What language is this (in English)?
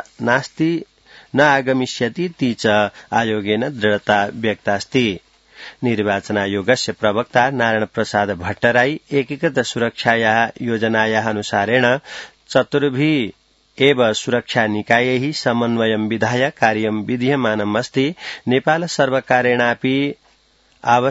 Sanskrit